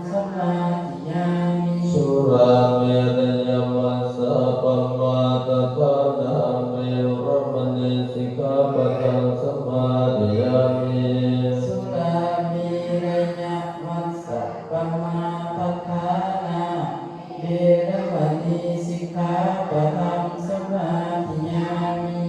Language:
Pali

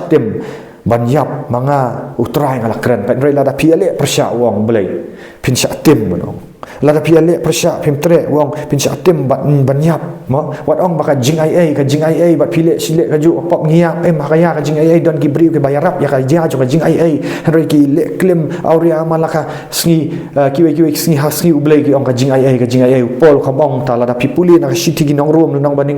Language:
Khasi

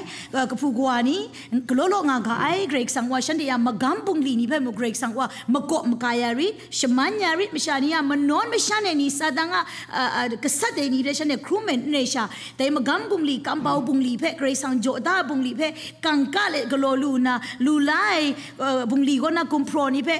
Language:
Kachin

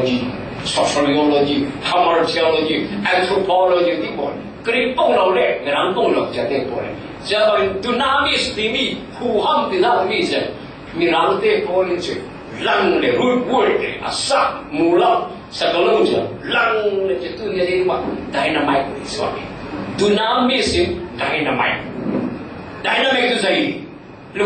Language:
Falam Chin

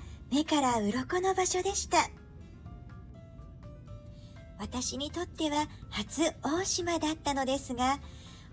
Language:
Japanese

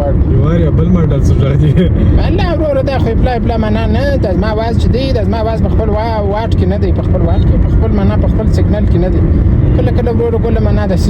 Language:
Pashto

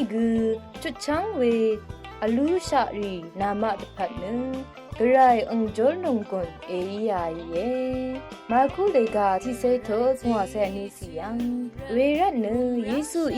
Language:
Rawang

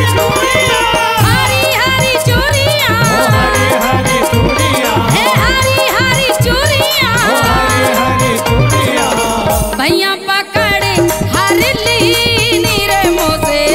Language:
Bhojpuri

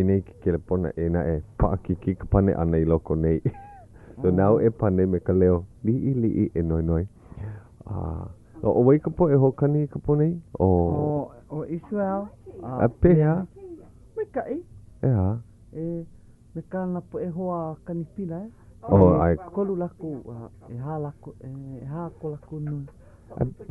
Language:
Hawaiian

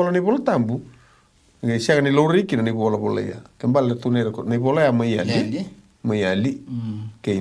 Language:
Fijian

